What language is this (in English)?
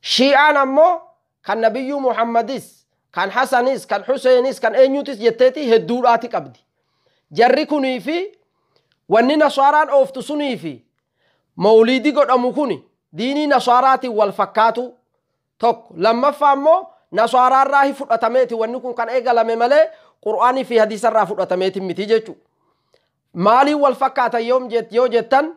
Oromo